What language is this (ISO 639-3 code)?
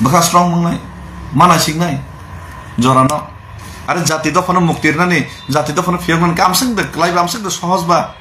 trp